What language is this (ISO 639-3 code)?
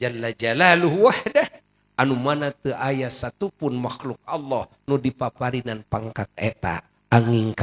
sun